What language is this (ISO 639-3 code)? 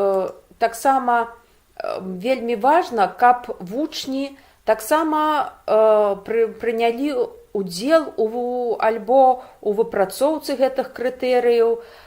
bel